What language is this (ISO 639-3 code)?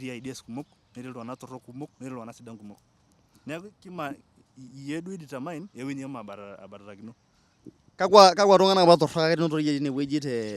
mas